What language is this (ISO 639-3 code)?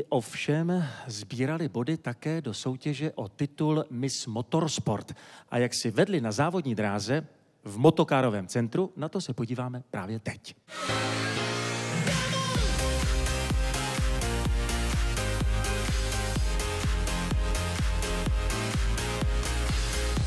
ces